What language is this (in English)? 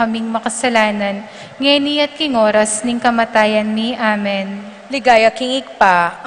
Pampanga